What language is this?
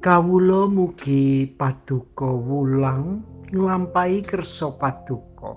Javanese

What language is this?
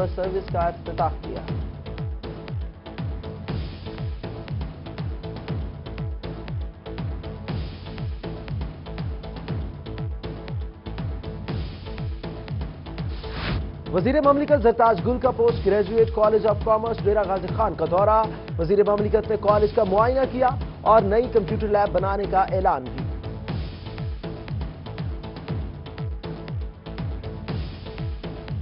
Urdu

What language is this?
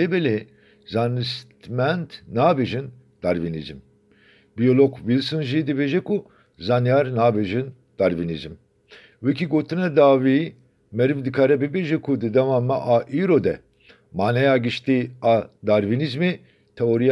Kurdish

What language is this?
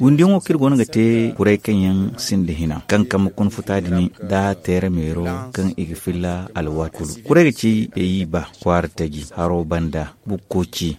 Zarma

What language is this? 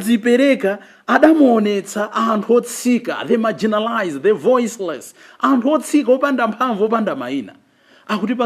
Nyanja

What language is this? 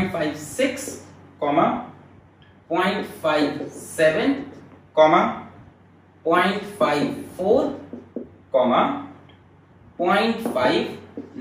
Hindi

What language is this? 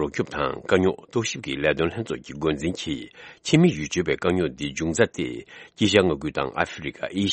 Tibetan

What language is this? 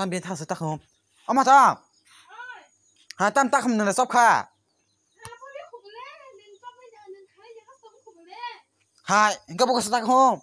Kok Borok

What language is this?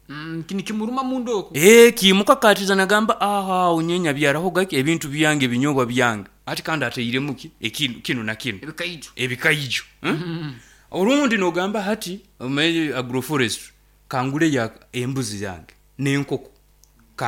Nyoro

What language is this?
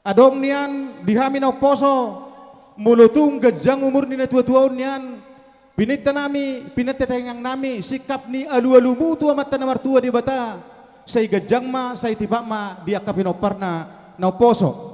Batak Toba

